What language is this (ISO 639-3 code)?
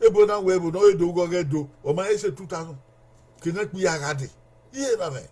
bin